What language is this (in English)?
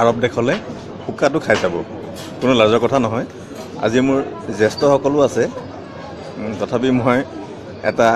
Assamese